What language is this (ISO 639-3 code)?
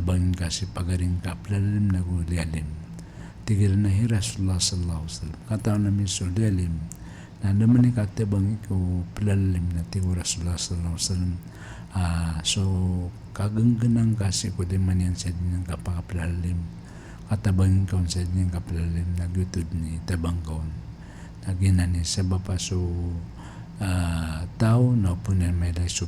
mrw